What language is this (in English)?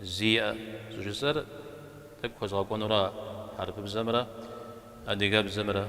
Kabardian